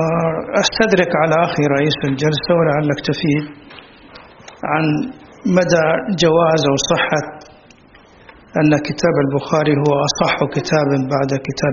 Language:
Arabic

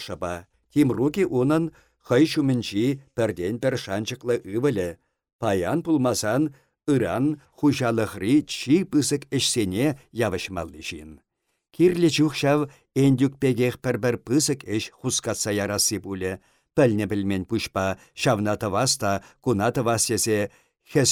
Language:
Chuvash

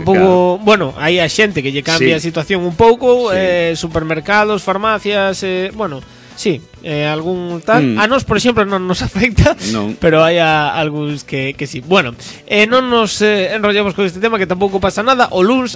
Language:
Galician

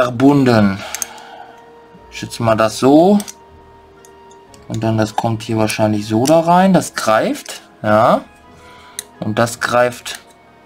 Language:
German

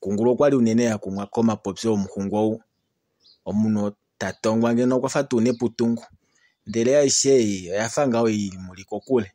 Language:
Kuanyama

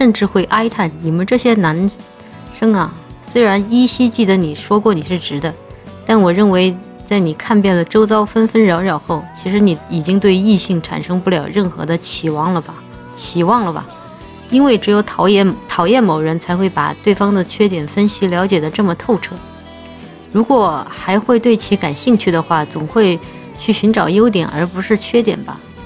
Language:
Chinese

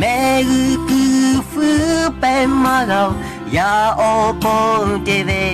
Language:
Lahu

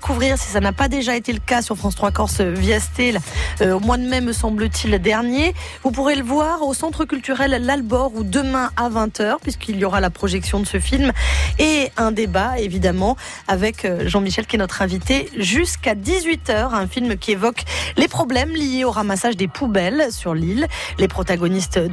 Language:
French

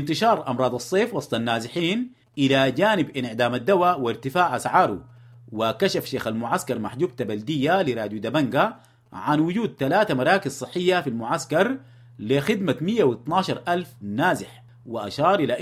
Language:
Sudanese Arabic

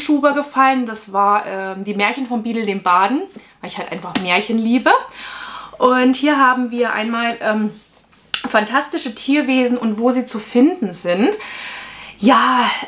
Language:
German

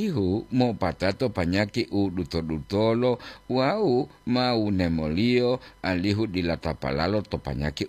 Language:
Gorontalo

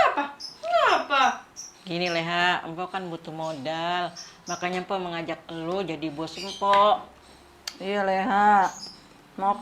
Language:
Betawi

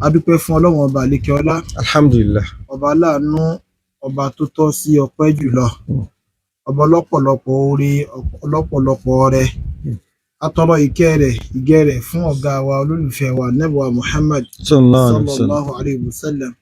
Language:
Yoruba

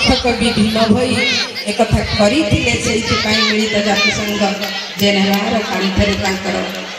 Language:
Odia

